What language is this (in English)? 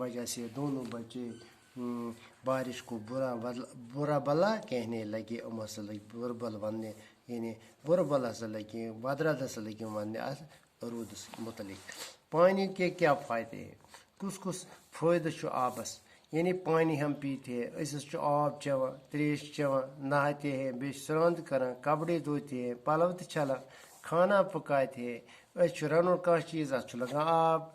Kashmiri